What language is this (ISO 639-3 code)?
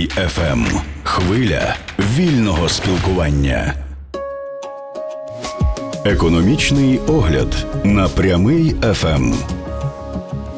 ukr